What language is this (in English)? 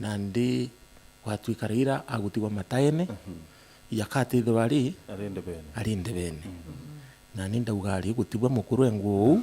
Meru